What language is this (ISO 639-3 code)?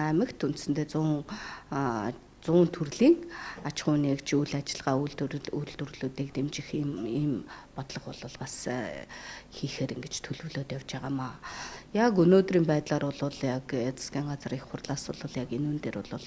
mon